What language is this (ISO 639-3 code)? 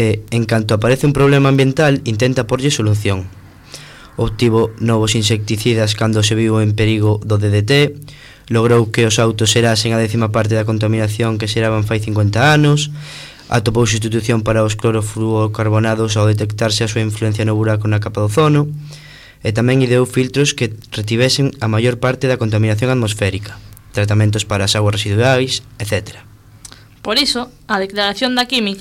glg